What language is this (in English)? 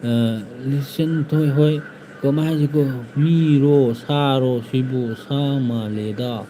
Manipuri